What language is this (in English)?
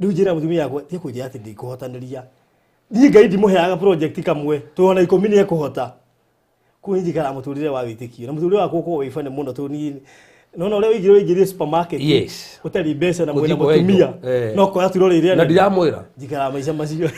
Kikuyu